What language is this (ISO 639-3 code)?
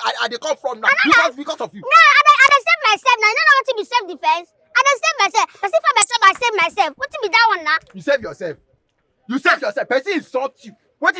pcm